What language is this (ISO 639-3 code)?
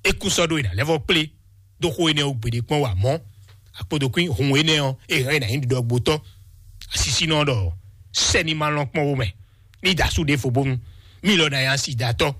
fon